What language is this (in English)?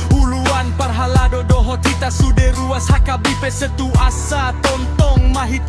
Batak Toba